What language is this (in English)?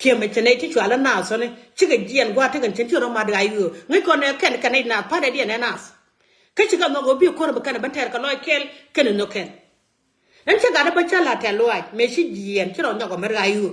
Nuer